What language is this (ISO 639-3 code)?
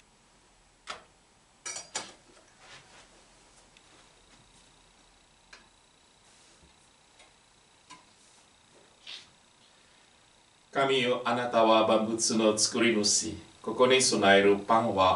jpn